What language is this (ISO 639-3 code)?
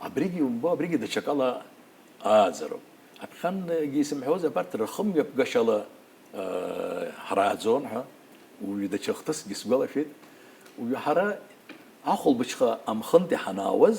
abk